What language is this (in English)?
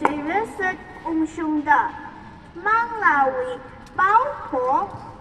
Tangkhul Naga (India)